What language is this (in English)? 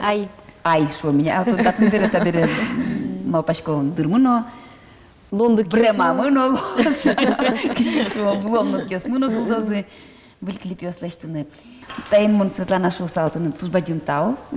Udmurt